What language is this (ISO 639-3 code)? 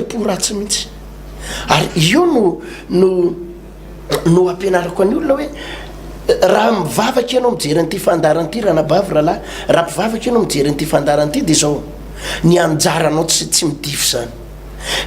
mlg